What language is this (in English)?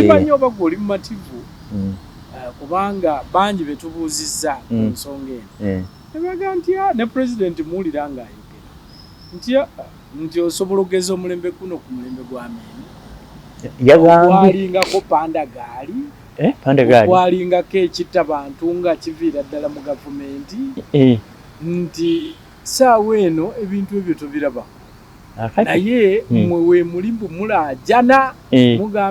Ganda